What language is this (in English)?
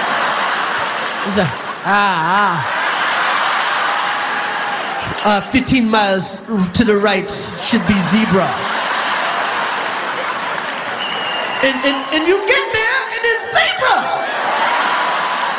English